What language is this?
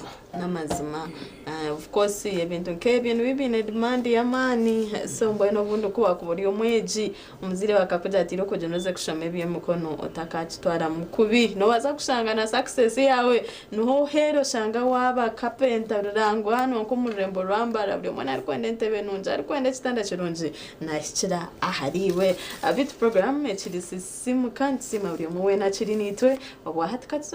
Nyankole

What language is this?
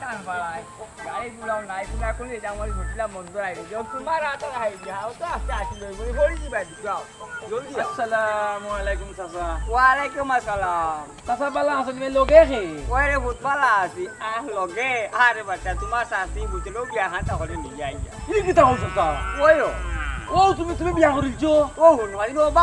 Sylheti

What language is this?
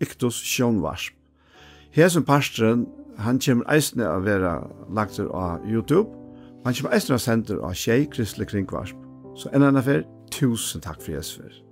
Faroese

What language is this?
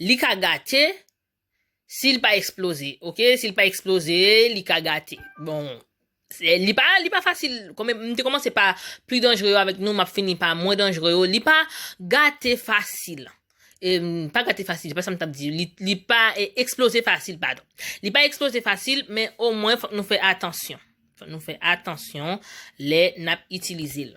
Haitian Creole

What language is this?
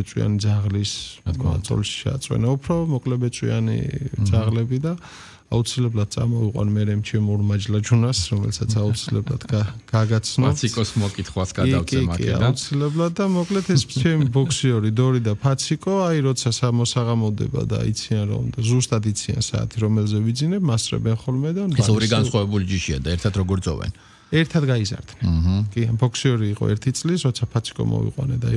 Georgian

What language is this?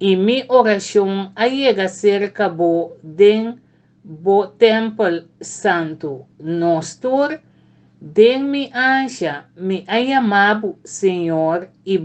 Papiamento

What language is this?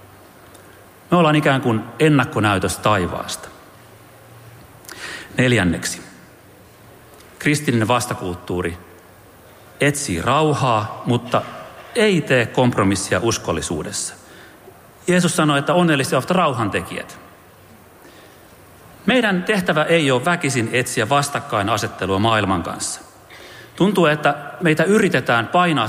Finnish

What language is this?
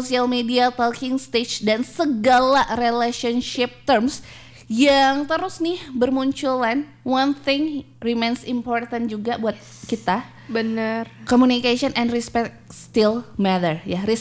Indonesian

